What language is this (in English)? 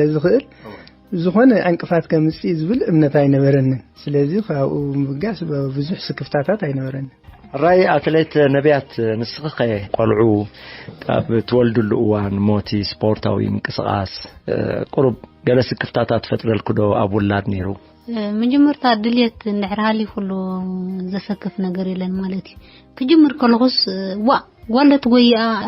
Tigrinya